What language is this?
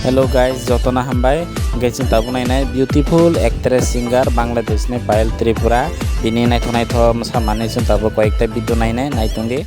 Kok Borok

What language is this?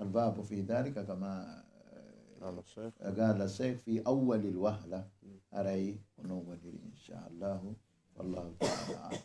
Fula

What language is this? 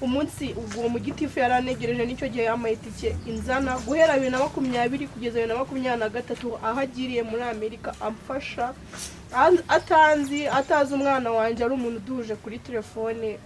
Kinyarwanda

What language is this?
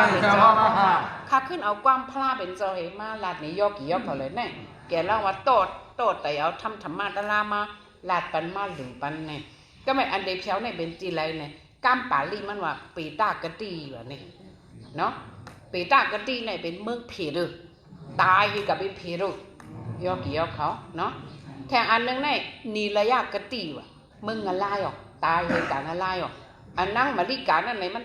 Shan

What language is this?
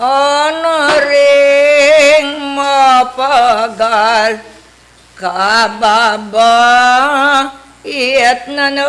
Pampanga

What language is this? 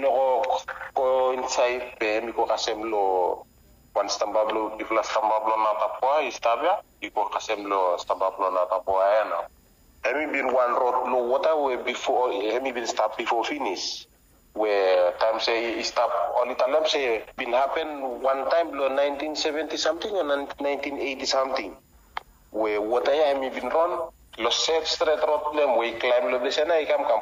Bislama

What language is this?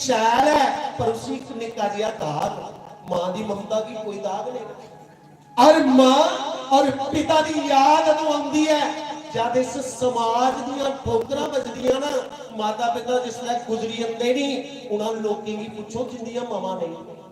Dogri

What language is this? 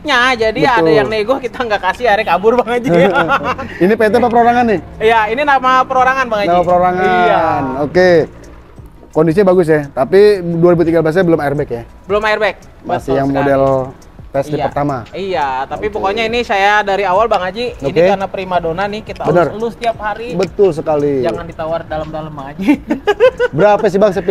Indonesian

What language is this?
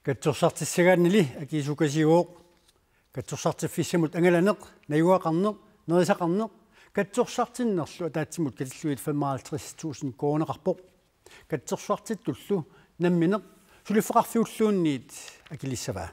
Kalaallisut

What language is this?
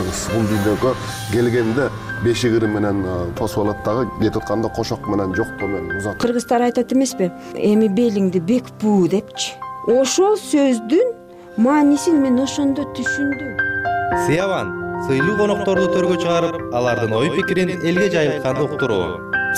Kyrgyz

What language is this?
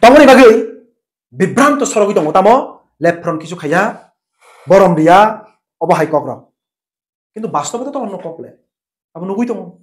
Kok Borok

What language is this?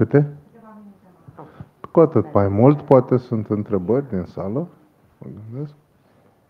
Romanian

